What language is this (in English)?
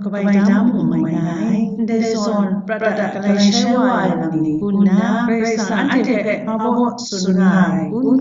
Kachin